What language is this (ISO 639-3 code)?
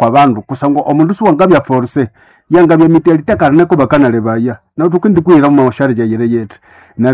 nnb